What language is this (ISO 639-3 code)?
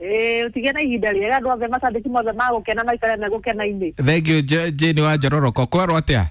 kik